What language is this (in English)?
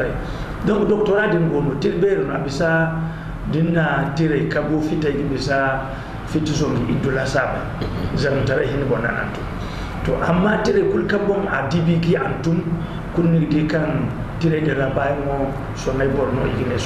Zarma